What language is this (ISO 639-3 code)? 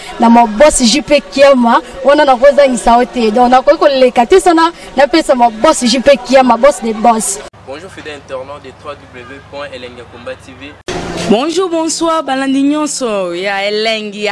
lin